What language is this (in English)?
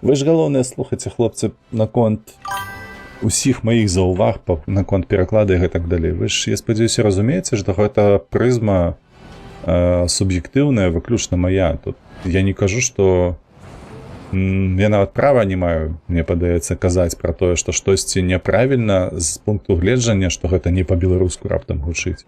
Belarusian